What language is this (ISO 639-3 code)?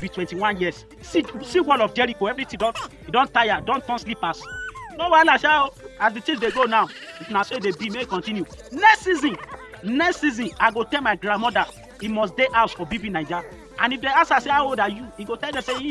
pcm